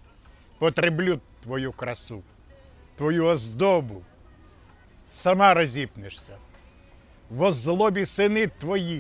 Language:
Ukrainian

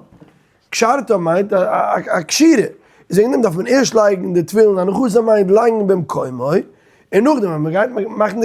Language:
Yiddish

